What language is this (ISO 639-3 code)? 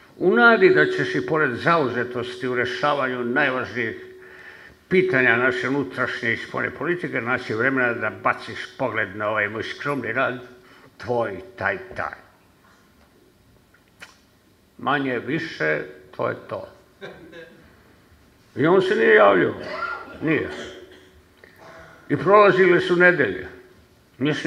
srp